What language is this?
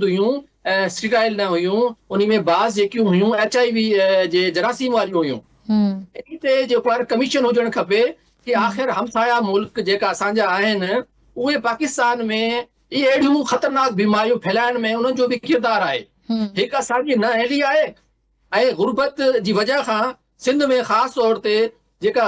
Sindhi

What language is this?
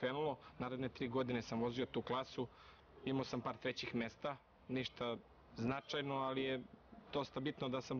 Serbian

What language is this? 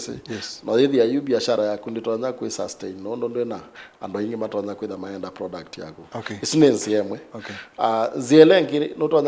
Kamba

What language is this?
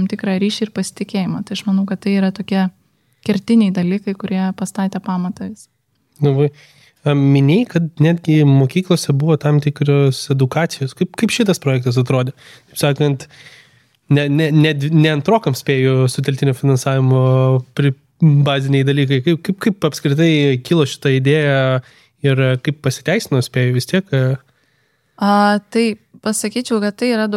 Lithuanian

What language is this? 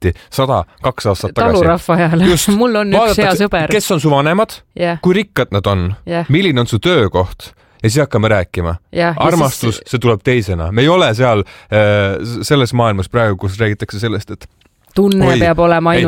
Estonian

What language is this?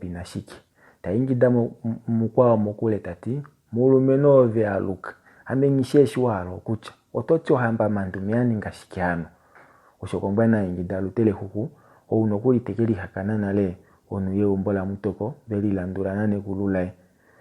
Kuanyama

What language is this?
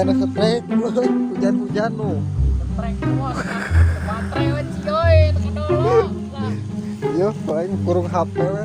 Sundanese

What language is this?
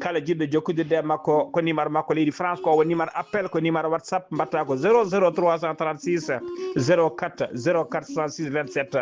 Fula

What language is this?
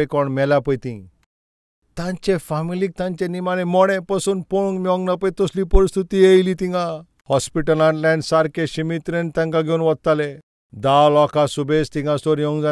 Konkani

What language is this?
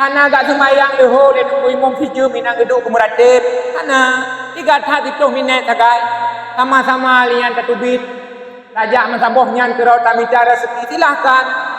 Achinese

